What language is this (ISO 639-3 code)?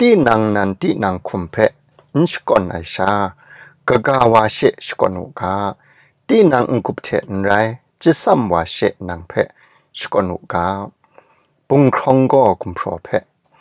kac